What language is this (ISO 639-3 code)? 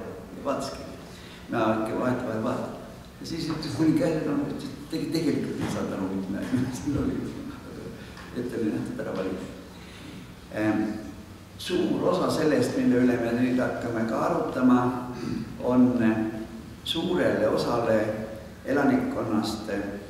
est